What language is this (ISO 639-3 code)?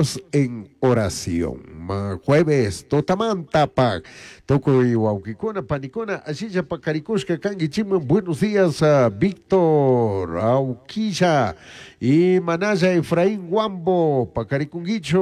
qug